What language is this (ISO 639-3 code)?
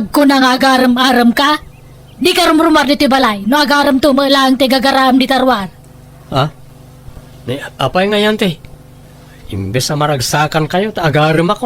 ilo